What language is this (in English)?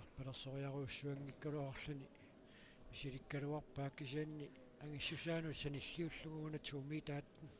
Kalaallisut